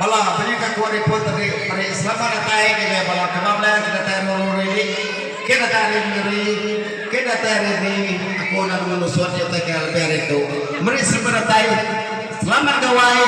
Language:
Iban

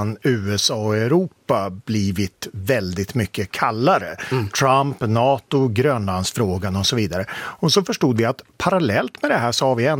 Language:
Swedish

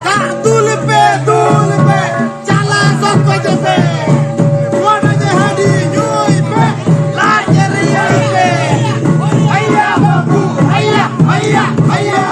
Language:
Santali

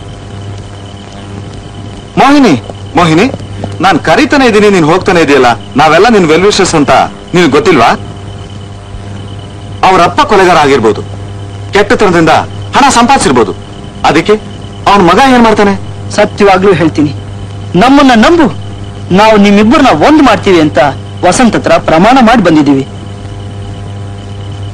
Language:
Kannada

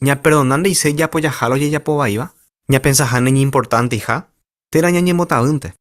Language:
Guarani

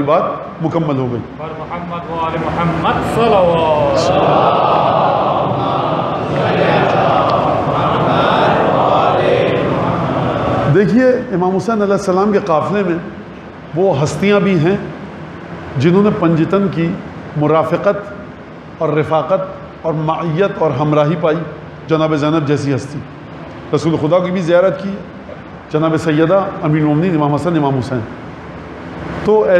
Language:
Urdu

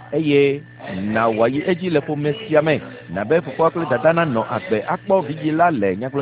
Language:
Ewe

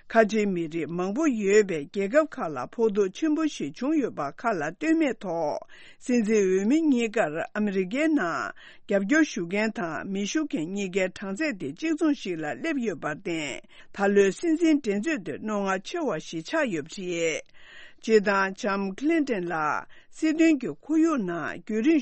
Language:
Tibetan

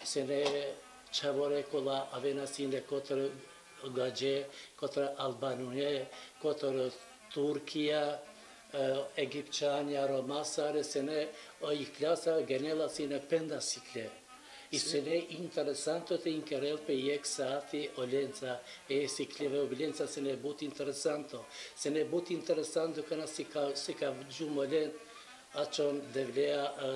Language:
Bosnian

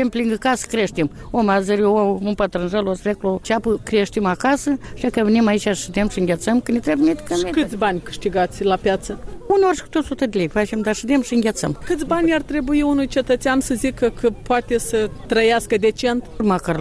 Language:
Romanian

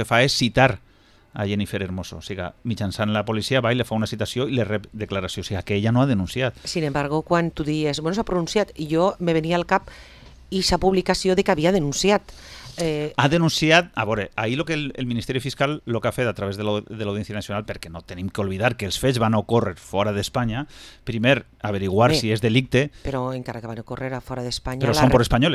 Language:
Catalan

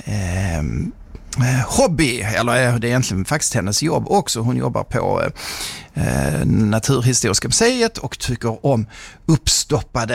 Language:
Swedish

